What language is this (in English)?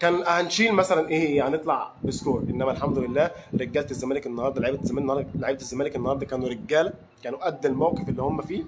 Egyptian Arabic